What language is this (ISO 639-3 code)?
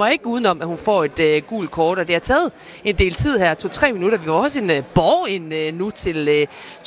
dan